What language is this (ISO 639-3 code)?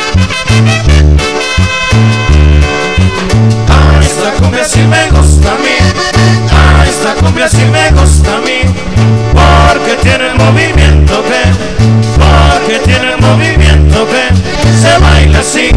spa